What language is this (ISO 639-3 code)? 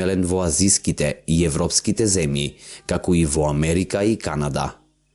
mkd